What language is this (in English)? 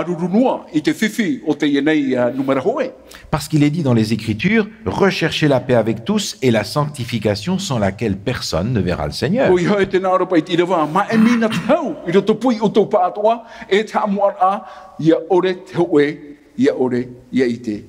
Tahitian